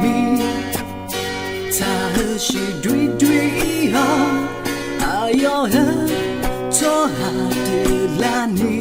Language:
Akha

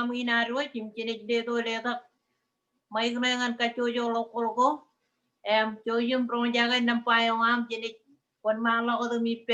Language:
Marshallese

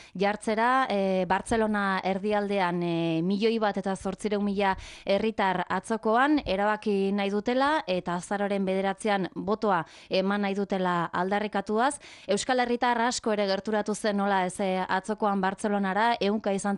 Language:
Basque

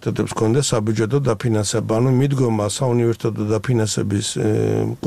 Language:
Georgian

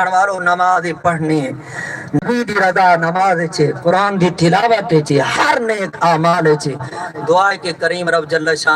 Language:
Saraiki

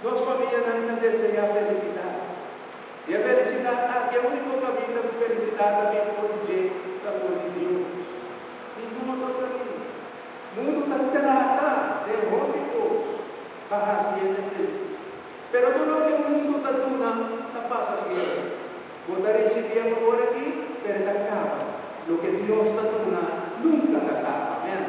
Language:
Papiamento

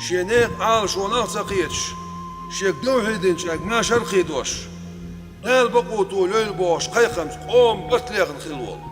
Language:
Chechen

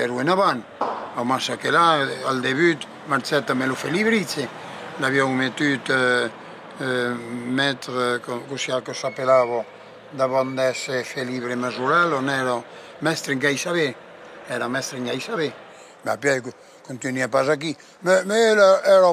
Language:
Occitan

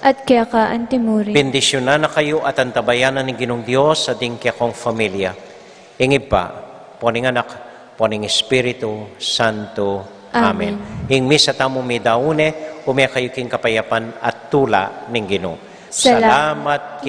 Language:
Pampanga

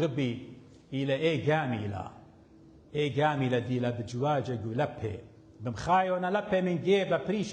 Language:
Assyrian Neo-Aramaic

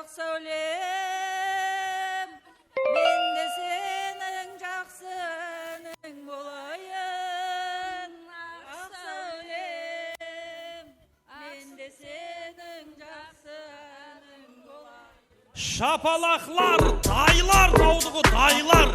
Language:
Kara-Kalpak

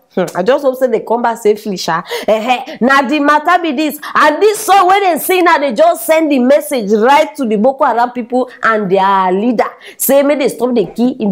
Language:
Nigerian Pidgin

